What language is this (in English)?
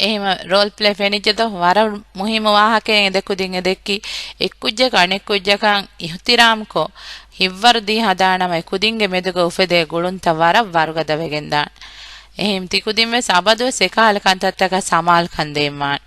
Divehi